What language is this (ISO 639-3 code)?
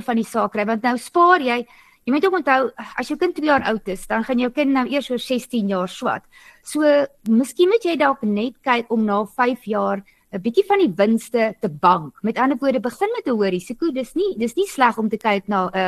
afr